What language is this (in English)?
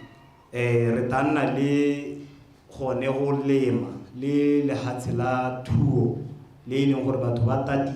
Tswana